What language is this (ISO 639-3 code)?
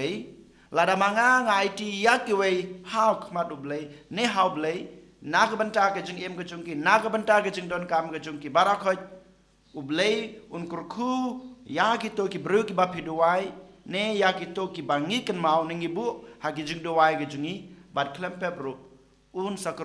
kha